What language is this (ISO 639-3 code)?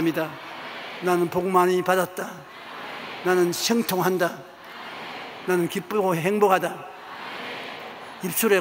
kor